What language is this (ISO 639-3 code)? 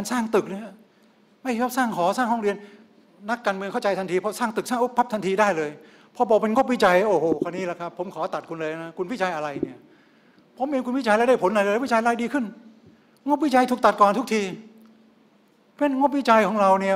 tha